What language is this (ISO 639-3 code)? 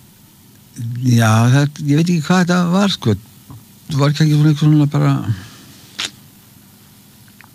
isl